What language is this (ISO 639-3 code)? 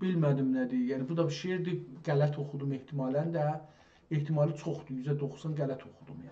azb